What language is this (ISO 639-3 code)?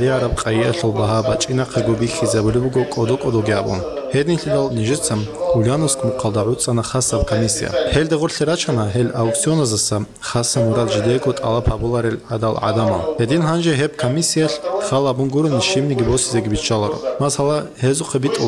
ava